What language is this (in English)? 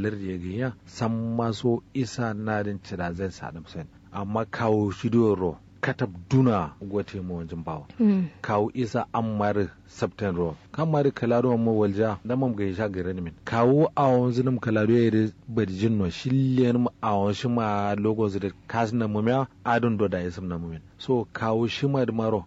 Kanuri